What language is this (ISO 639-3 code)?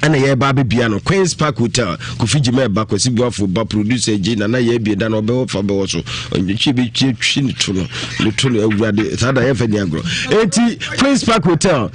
aka